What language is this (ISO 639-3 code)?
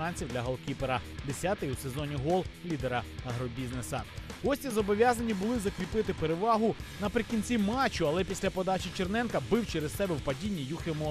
ukr